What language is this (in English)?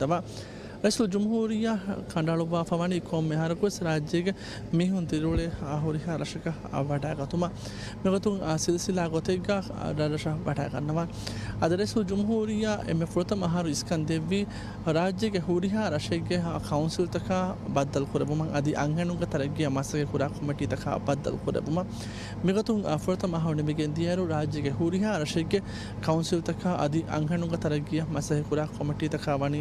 Divehi